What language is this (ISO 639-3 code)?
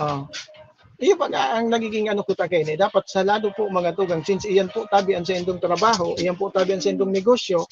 bik